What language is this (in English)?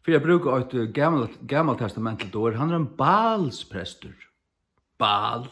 Faroese